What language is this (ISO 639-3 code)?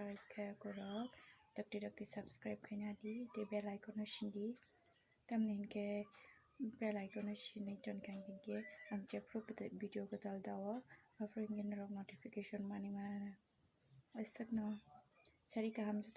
trp